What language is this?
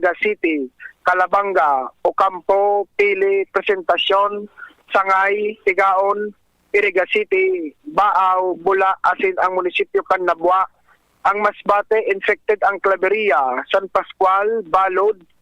Bikol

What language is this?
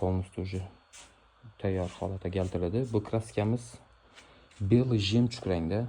Uzbek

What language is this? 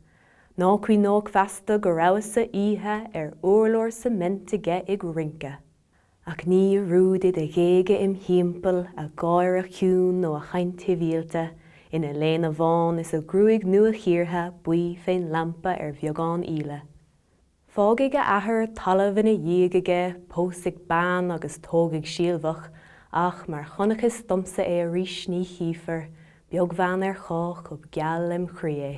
Irish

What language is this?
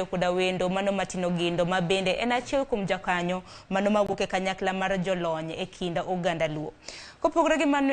Luo (Kenya and Tanzania)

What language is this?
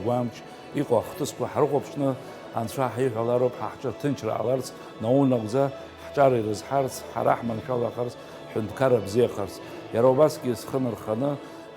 Abkhazian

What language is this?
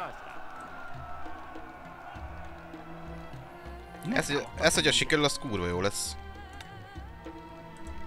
Hungarian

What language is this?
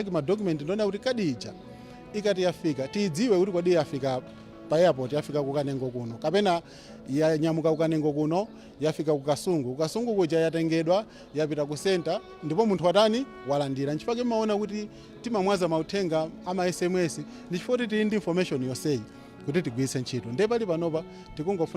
Nyanja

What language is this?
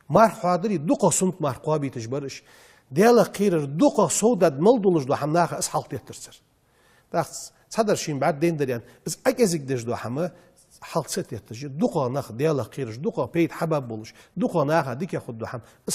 Ingush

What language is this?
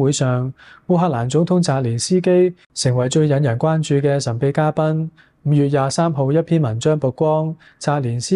Cantonese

